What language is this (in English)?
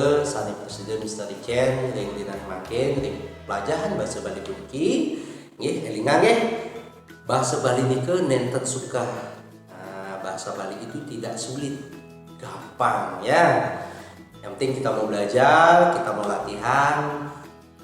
Balinese